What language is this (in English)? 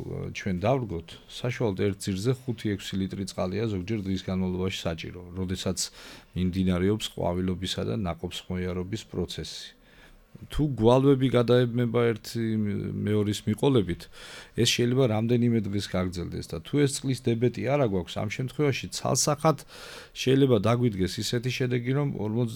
Georgian